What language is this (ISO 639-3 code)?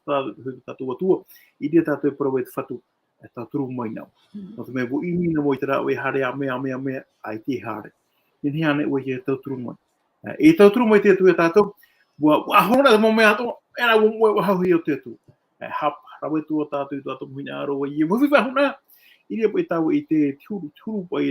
tah